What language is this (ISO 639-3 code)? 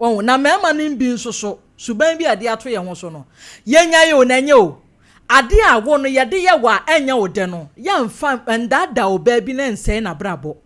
aka